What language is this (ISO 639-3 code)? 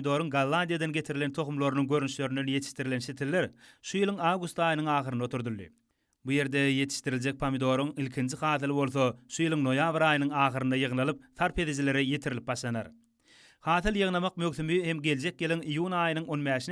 tuk